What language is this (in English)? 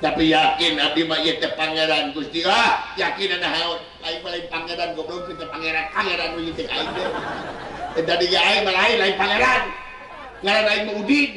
Sundanese